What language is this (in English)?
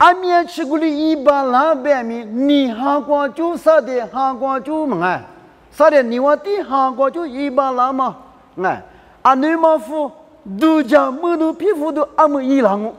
Lisu